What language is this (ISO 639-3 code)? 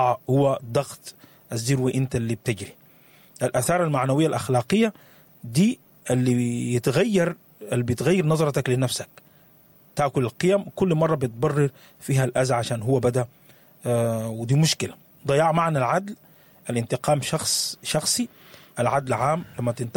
apd